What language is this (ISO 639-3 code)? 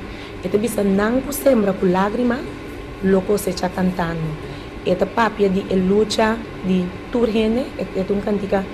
pap